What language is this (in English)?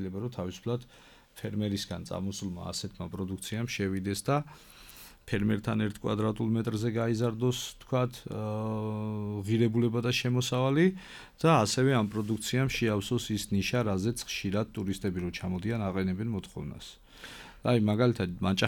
Georgian